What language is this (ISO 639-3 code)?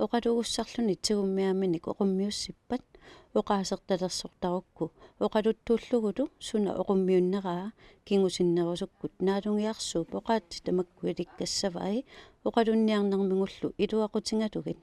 kal